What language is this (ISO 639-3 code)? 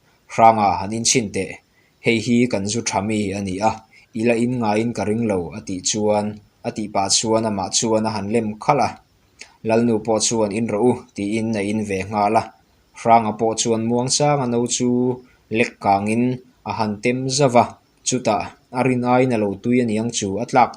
lus